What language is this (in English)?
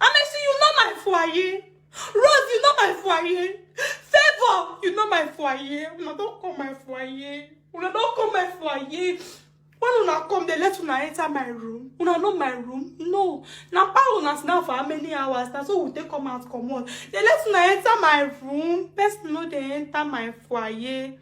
Nigerian Pidgin